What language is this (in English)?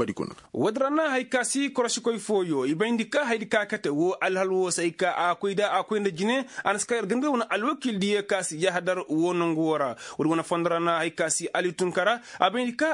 Koyraboro Senni